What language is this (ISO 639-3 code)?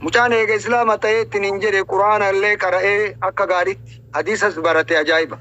orm